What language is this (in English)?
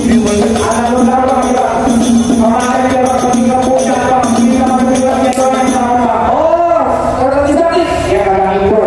Betawi